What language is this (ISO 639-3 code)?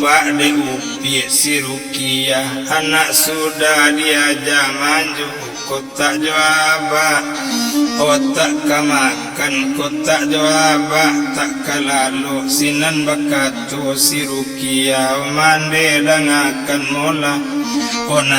min